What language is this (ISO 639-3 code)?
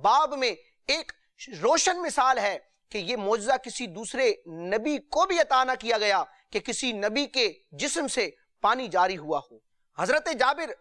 urd